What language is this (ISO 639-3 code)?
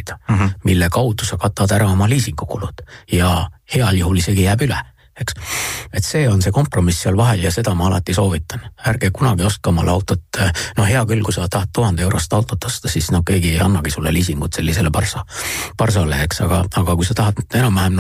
est